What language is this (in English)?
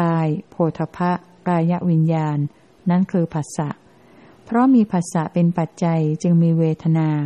Thai